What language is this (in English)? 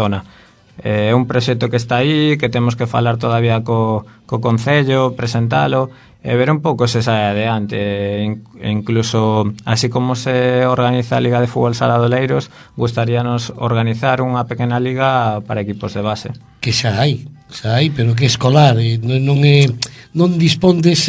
Galician